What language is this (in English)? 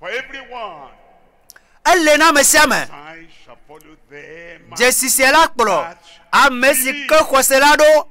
Ewe